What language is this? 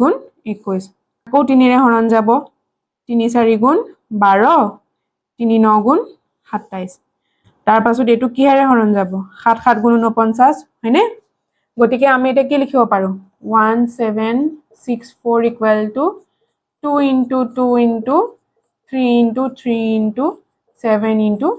Assamese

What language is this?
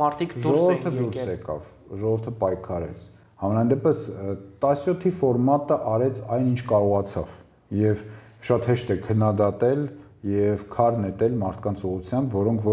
Armenian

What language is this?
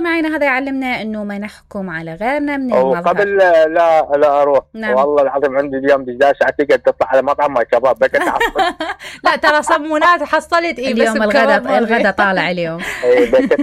Mesopotamian Arabic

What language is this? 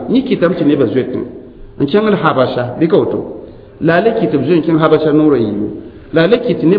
Mossi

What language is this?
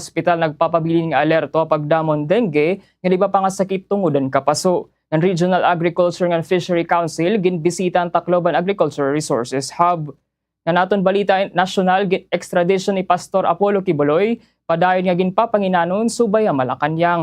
Waray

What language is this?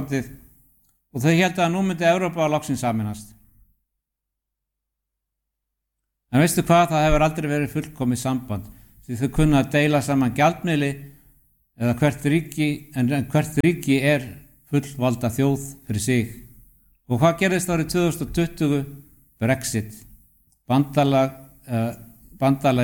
Icelandic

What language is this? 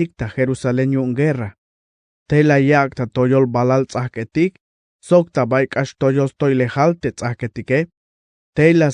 Tzeltal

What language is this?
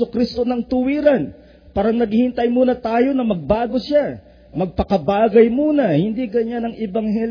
Filipino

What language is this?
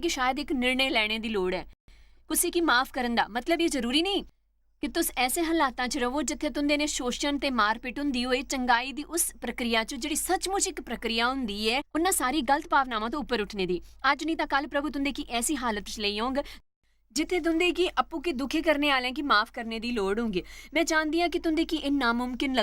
Dogri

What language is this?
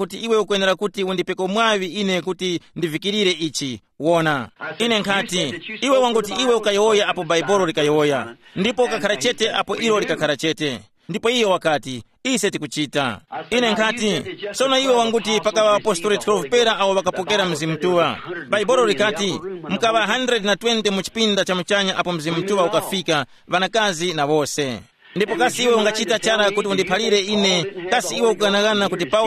Tumbuka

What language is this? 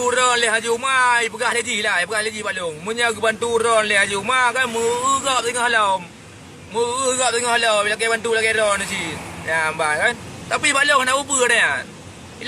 Achinese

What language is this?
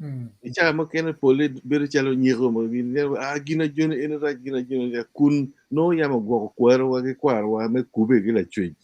Acoli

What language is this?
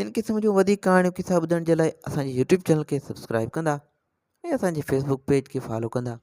Sindhi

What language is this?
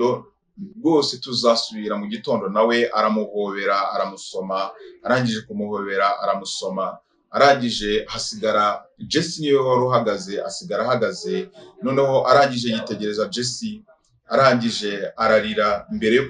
Kinyarwanda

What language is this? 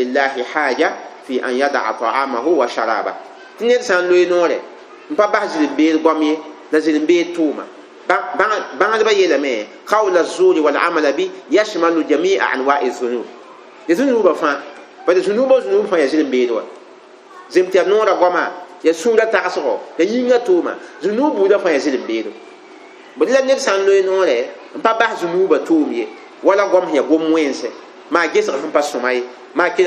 Mossi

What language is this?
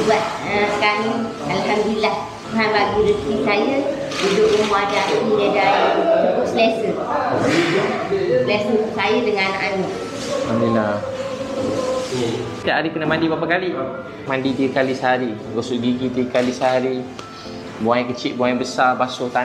Malay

